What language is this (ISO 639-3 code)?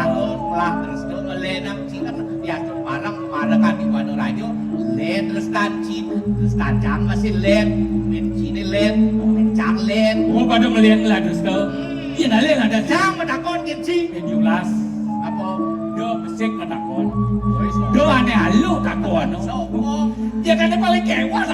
ban